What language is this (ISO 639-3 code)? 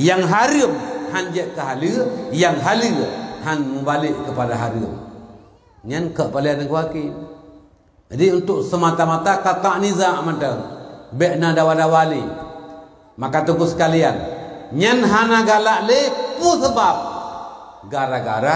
ace